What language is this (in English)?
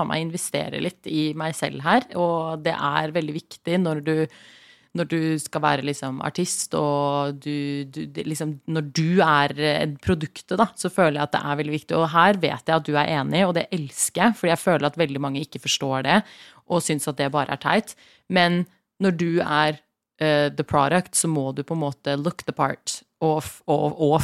Norwegian